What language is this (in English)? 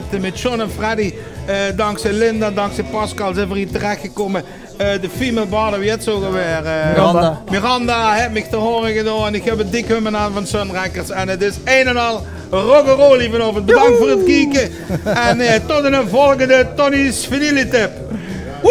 Limburgish